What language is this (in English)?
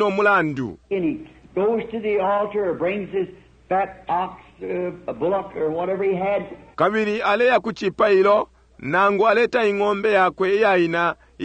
Bemba